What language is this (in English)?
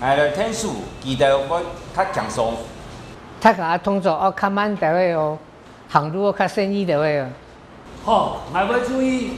Hakka Chinese